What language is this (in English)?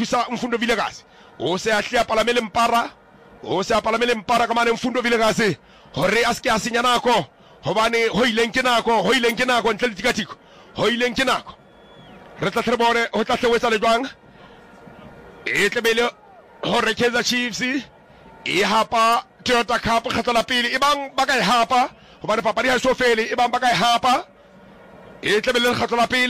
Southern Sotho